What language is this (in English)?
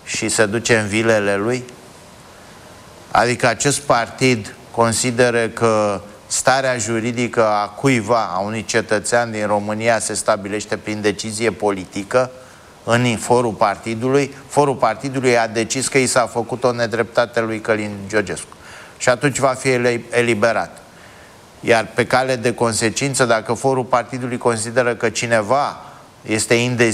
Romanian